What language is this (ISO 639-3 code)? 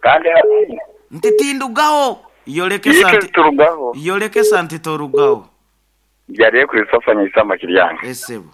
nyo